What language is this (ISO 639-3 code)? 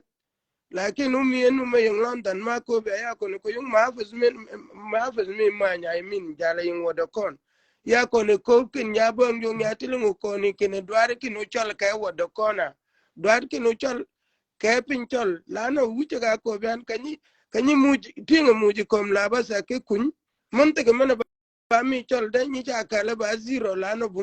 shk